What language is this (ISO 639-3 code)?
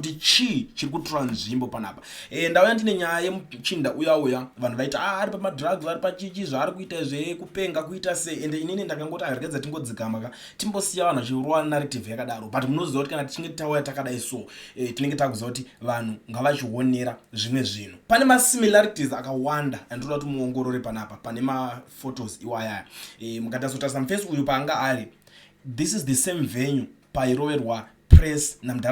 sna